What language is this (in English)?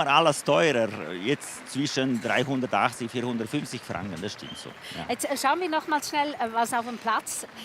Romansh